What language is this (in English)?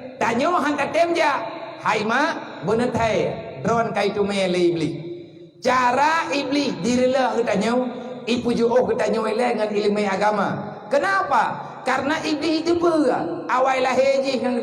Achinese